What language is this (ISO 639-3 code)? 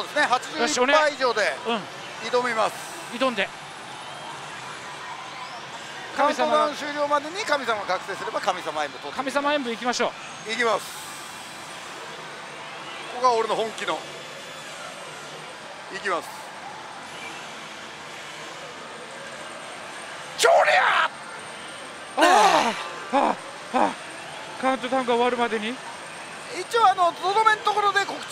jpn